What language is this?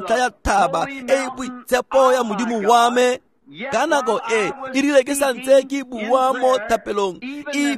Tswana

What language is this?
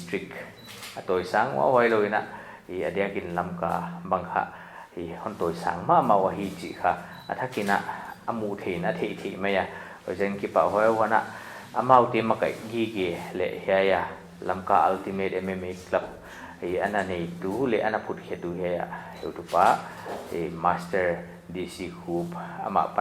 Paite Chin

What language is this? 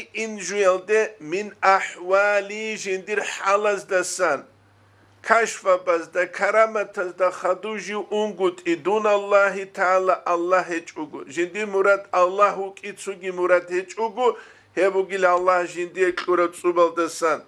Avaric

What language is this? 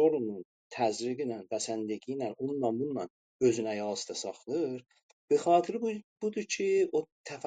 South Azerbaijani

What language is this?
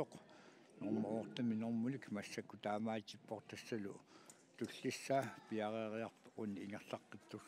Kalaallisut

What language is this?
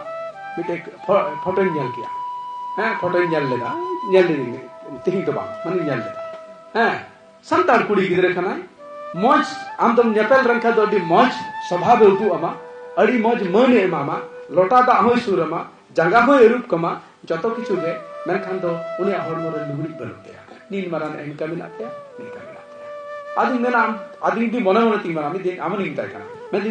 Santali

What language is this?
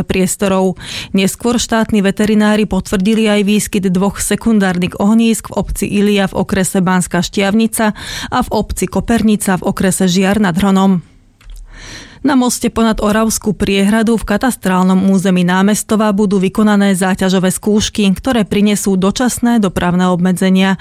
Slovak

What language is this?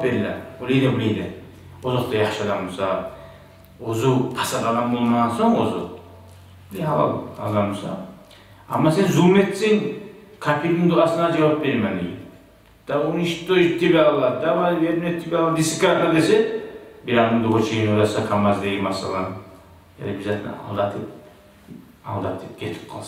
Kumyk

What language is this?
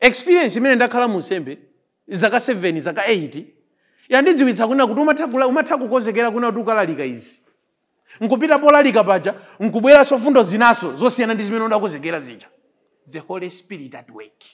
Nyanja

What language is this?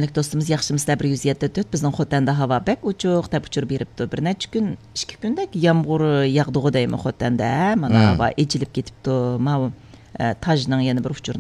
Uyghur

